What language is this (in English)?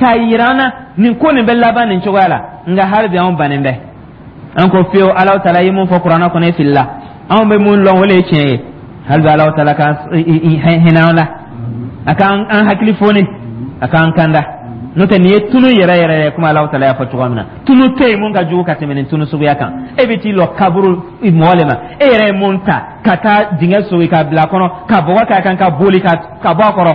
Dyula